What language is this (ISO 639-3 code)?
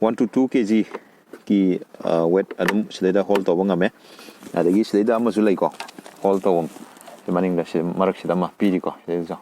mni